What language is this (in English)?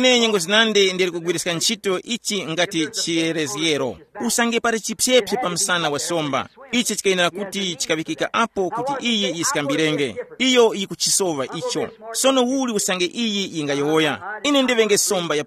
Tumbuka